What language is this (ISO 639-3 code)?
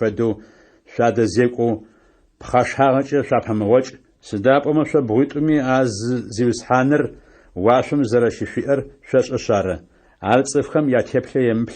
ady